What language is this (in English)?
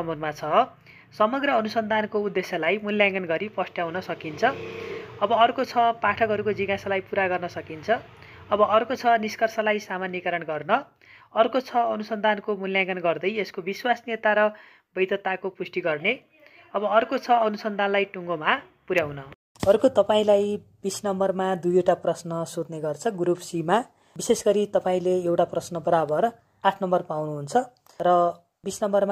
Nepali